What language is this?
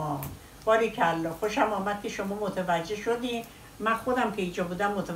Persian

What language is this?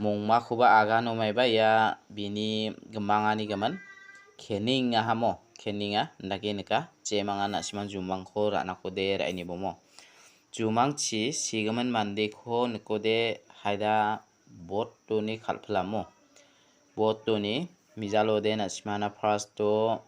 Garo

